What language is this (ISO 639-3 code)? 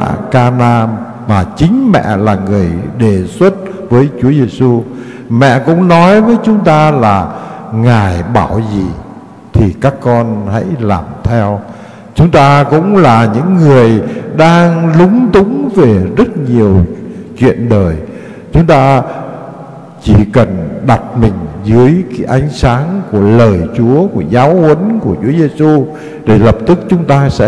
vie